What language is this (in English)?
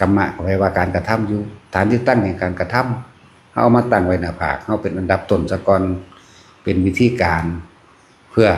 Northeastern Thai